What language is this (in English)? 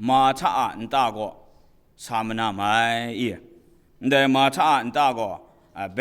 Kachin